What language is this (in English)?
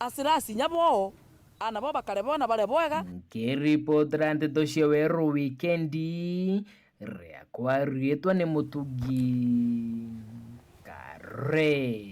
Meru